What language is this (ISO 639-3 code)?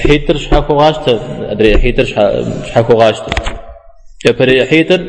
kbd